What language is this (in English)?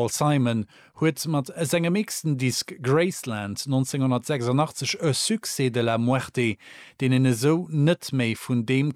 Luxembourgish